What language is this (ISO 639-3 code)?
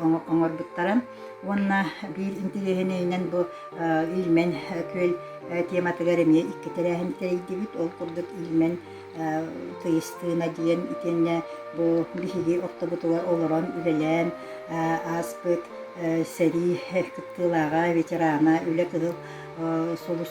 sah